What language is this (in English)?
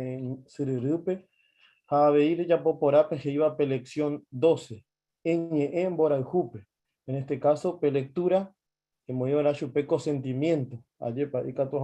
Guarani